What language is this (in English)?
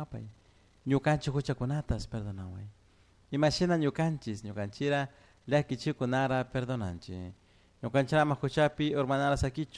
Chimborazo Highland Quichua